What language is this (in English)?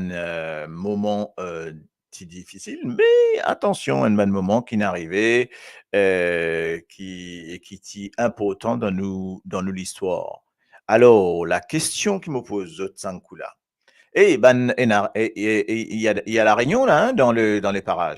Morisyen